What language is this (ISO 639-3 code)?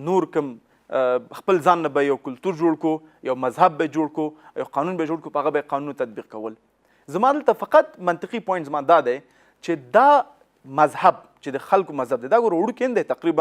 pus